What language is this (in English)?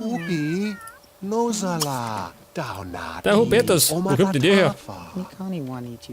Bavarian